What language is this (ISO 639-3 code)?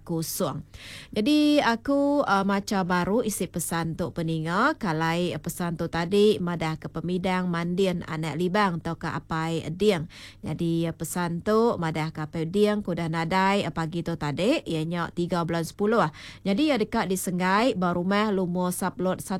iba